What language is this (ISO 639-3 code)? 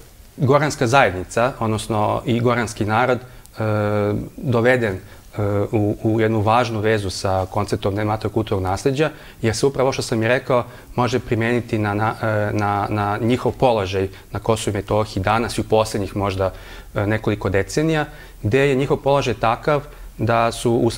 srp